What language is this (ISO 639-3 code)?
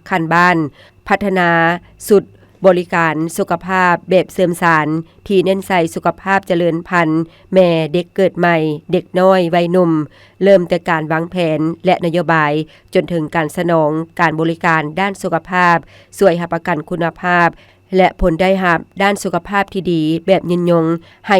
lao